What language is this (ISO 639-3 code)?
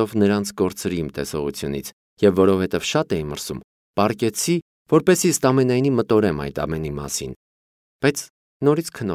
hye